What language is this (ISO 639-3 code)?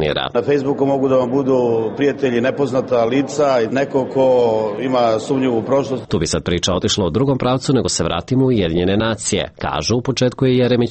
srp